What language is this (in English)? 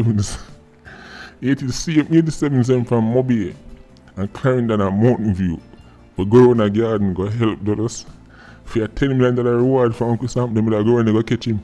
Jamaican Creole English